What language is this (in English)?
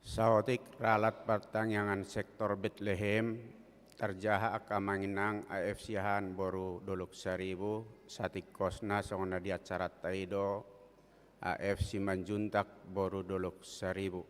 Batak Toba